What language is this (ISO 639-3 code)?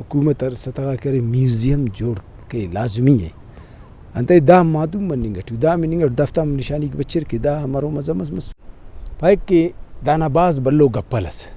brh